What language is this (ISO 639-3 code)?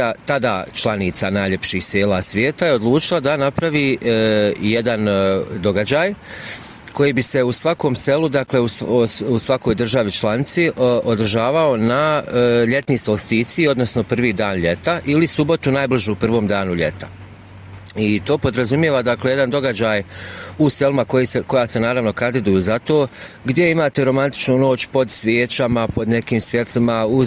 bos